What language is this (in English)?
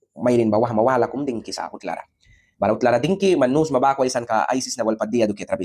Mískito